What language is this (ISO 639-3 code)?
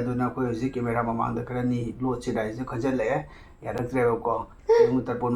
mni